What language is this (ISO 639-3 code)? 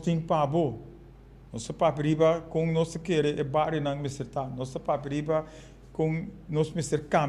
pap